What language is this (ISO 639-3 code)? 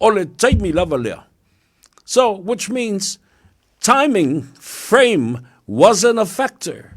smo